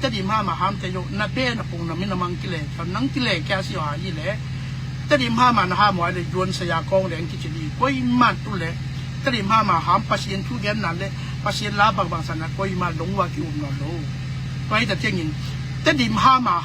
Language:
Tedim Chin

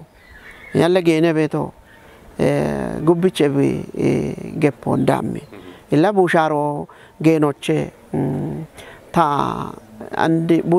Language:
Kafa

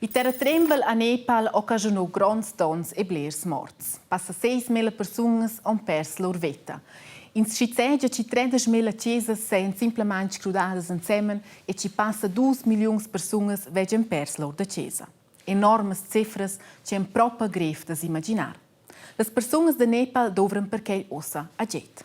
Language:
Romansh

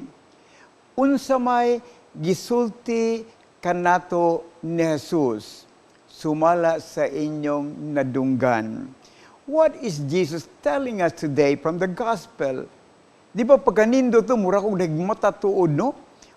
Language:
Cebuano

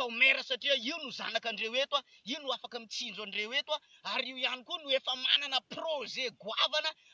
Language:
Malagasy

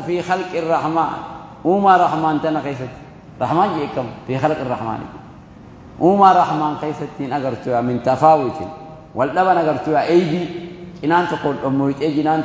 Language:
Oromo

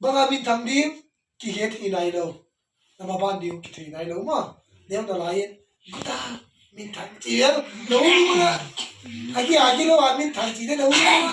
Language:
Tedim Chin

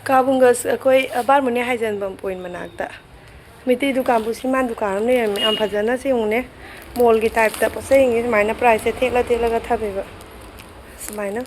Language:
Manipuri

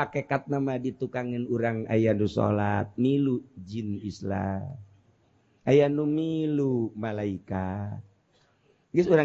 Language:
Sundanese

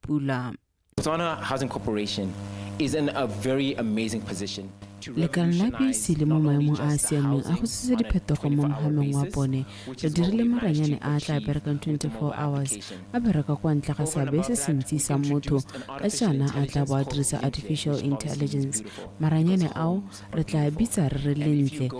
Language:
Tswana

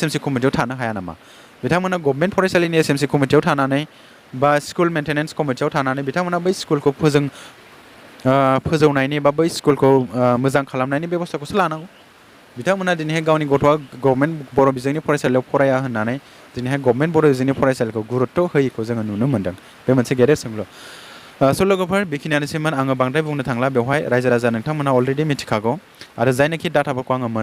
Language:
Bodo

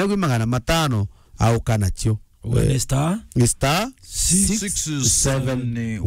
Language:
Meru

